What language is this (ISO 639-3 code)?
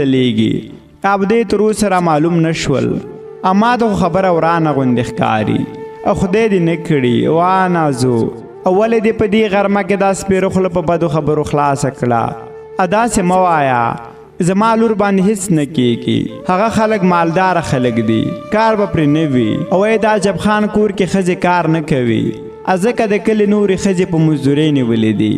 pus